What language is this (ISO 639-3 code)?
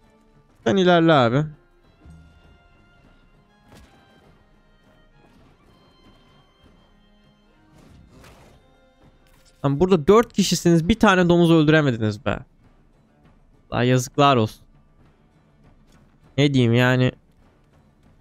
tur